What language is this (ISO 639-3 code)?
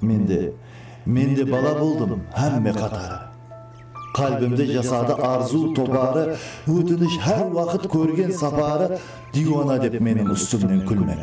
kaa